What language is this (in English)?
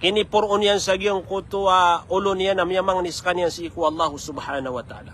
Maranao